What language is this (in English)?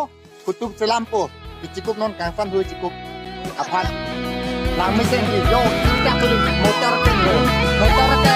Karbi